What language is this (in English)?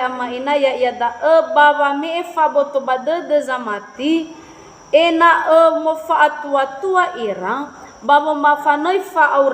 Nias